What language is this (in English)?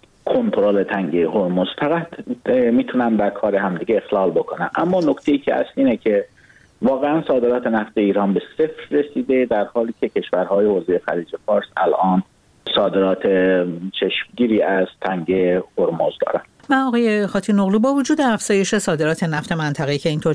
Persian